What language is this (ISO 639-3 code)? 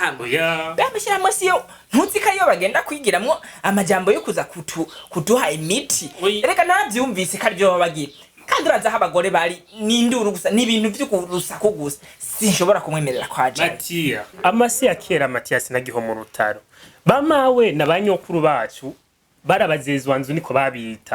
run